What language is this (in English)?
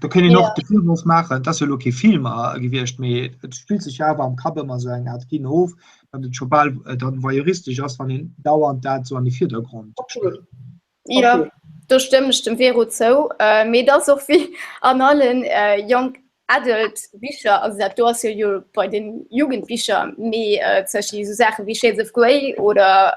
Luxembourgish